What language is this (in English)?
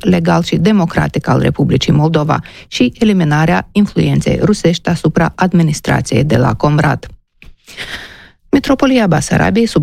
Romanian